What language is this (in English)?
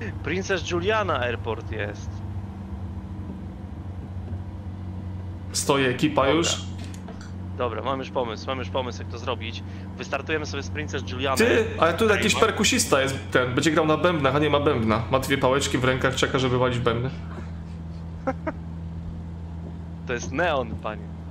Polish